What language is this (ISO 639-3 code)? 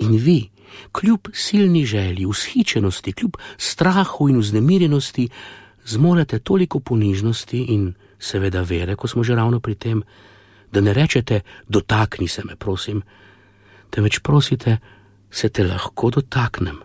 slv